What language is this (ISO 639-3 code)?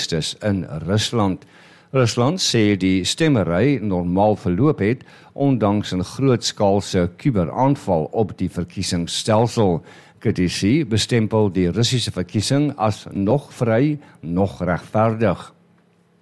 afr